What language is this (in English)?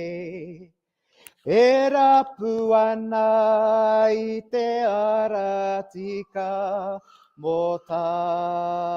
Māori